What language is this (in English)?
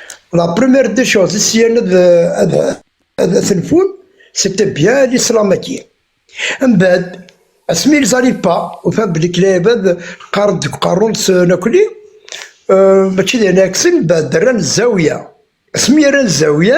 Kabyle